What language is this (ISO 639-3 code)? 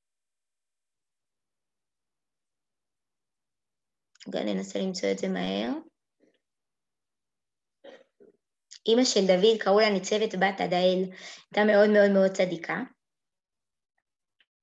heb